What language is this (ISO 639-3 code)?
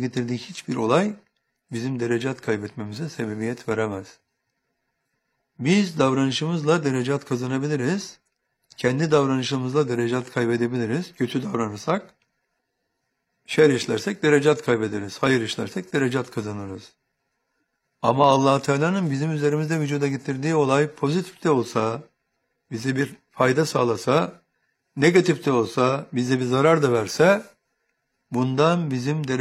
tur